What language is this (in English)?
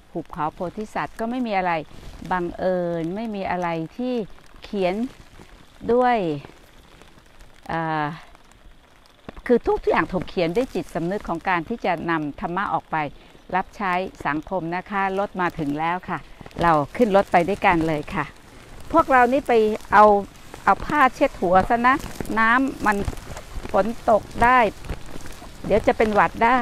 Thai